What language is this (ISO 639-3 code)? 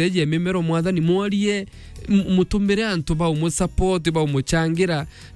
mer